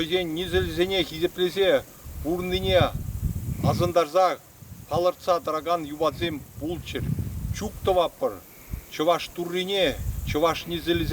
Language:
Chuvash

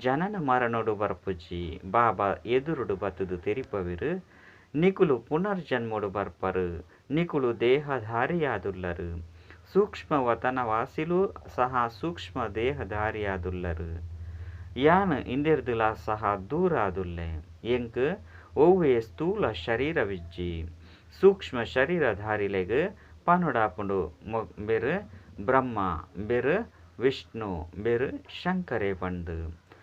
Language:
Tulu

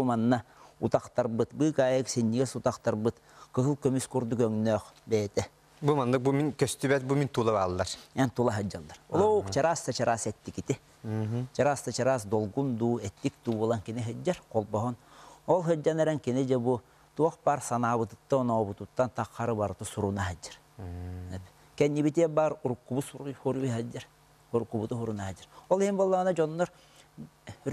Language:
Yakut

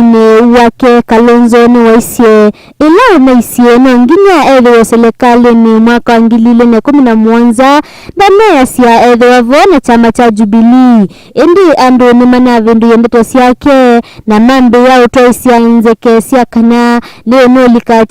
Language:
Kamba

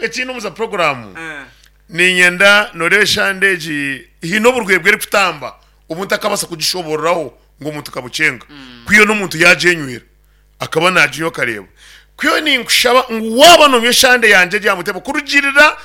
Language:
Nyankole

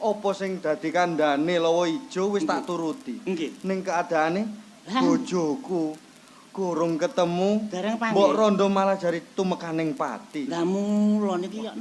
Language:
Javanese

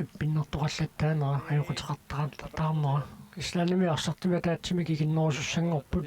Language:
Kalaallisut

